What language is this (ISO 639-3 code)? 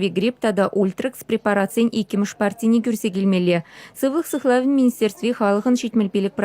chv